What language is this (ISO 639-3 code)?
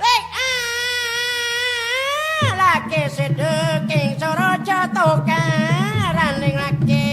mad